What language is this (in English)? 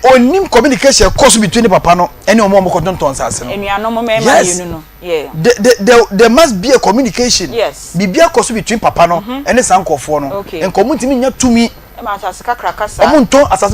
Akan